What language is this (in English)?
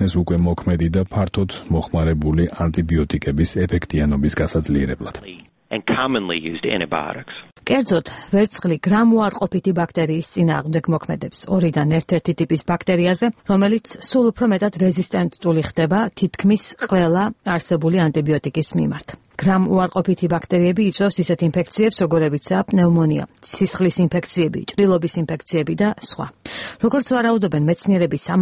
Georgian